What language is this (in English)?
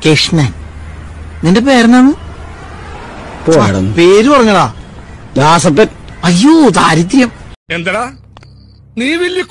Malayalam